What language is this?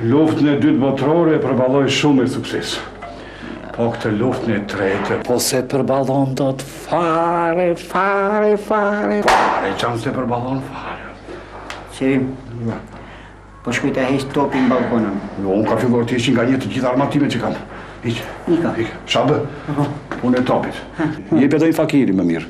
Albanian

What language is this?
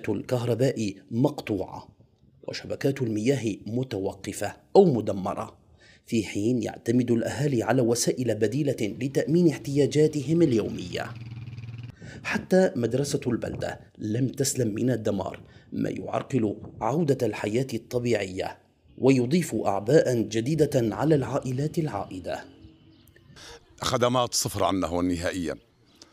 Arabic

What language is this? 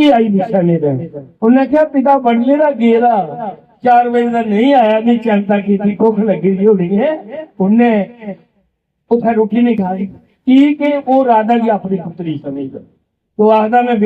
Dogri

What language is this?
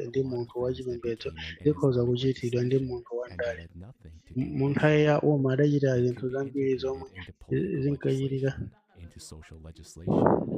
Nyanja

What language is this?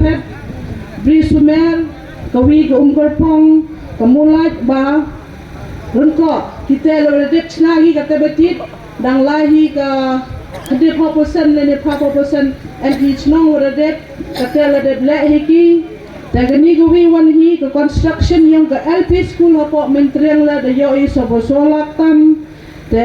Khasi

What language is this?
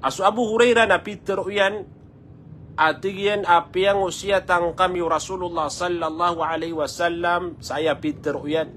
Maranao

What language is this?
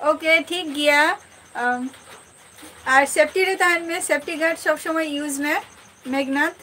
Santali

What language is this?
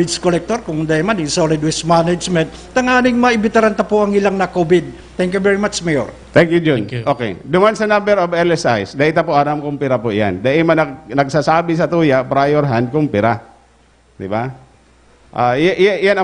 Bikol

